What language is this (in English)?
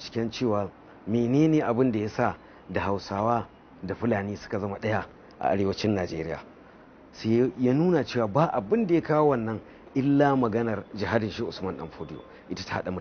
Hausa